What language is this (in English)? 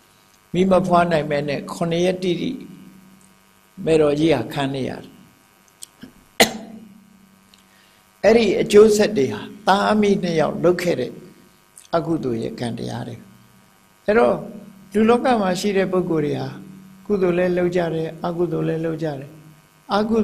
Burmese